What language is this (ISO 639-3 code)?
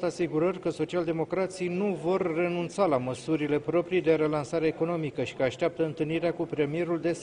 ron